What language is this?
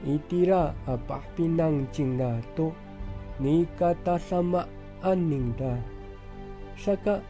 Amis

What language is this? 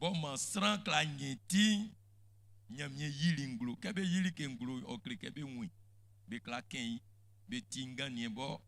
Baoulé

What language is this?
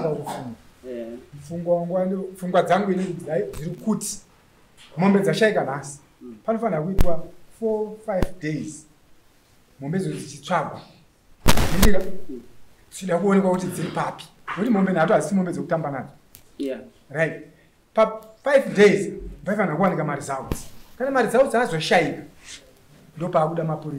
Shona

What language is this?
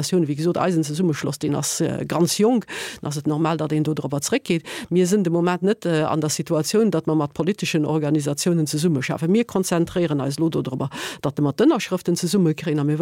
Luxembourgish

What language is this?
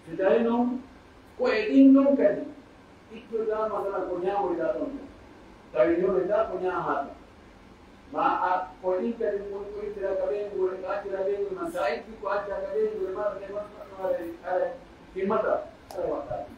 Pular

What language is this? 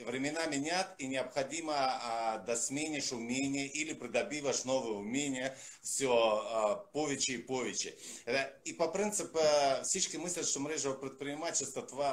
Bulgarian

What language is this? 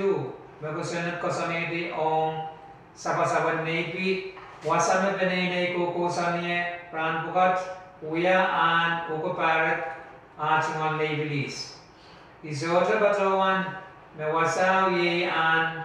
Pohnpeian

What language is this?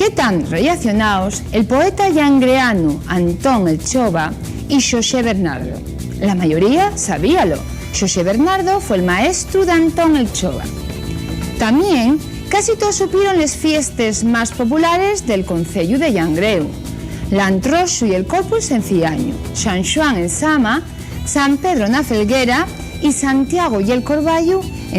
Asturian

